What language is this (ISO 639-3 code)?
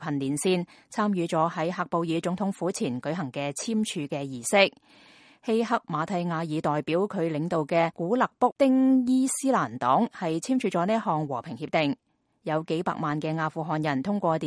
yue